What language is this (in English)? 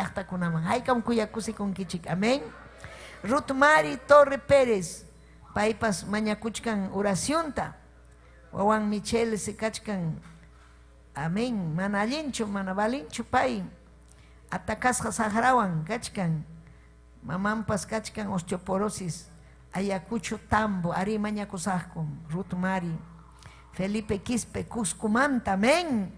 Ayacucho Quechua